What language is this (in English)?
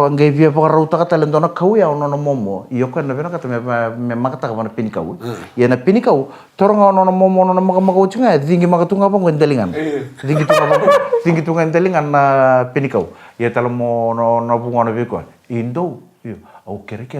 Fijian